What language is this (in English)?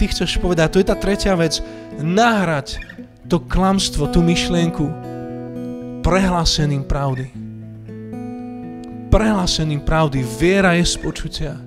Slovak